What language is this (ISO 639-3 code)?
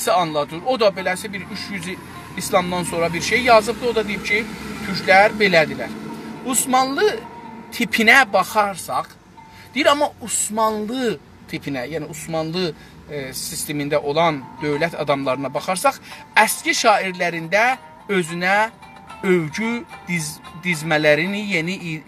azb